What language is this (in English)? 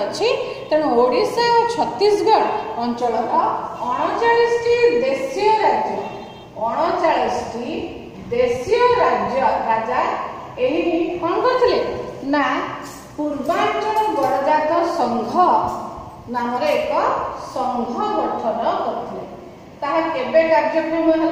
Odia